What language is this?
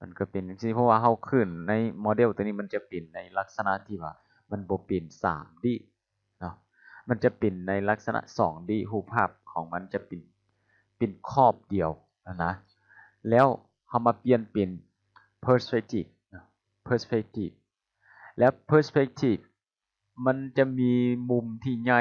Lao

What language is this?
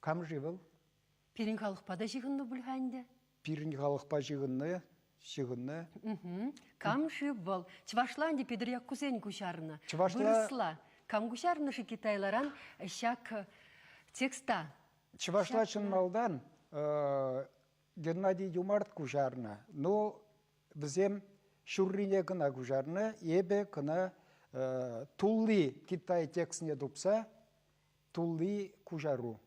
Chuvash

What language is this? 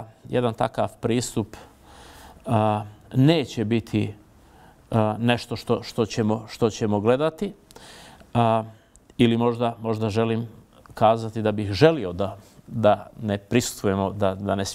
Bosnian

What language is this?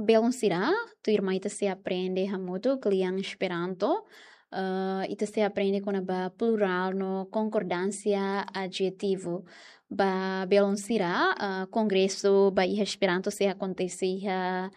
Tetum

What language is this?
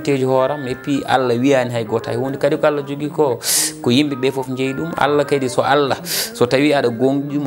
Fula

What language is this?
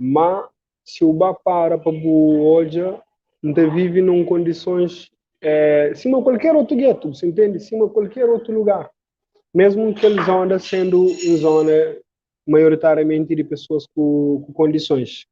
Kabuverdianu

